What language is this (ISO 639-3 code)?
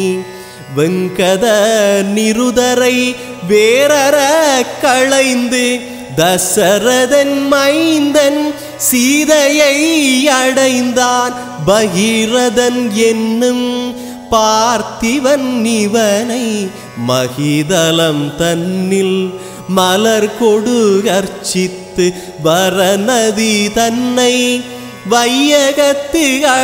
tam